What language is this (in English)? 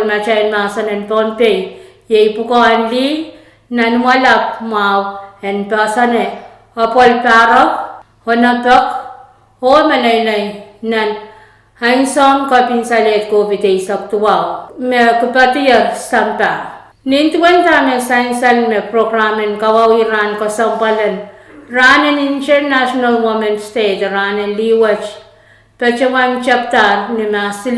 Pohnpeian